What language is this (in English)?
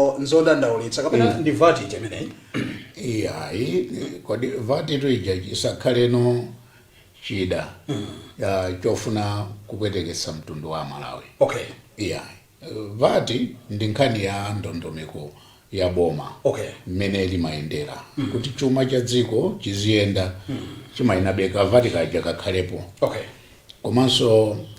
Nyanja